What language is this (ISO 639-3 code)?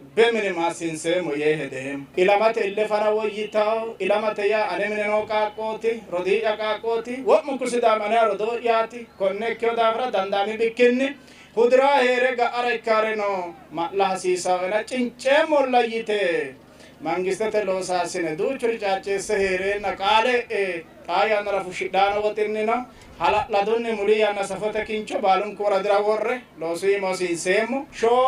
sid